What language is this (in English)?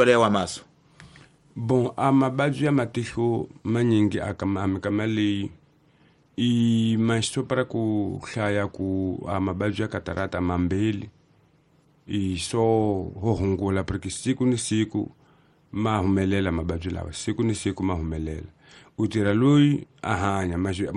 Tsonga